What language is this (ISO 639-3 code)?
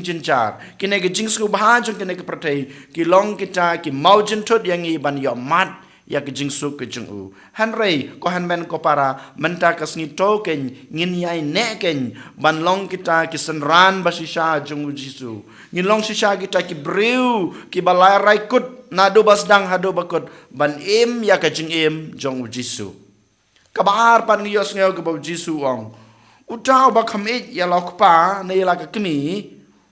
kha